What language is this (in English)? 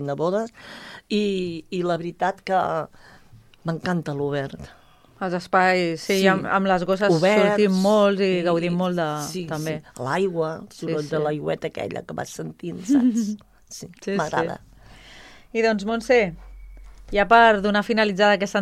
Catalan